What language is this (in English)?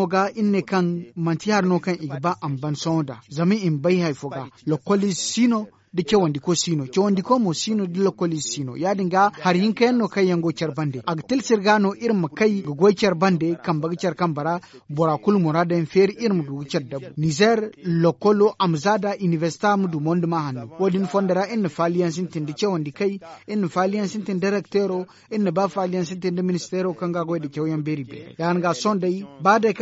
Zarma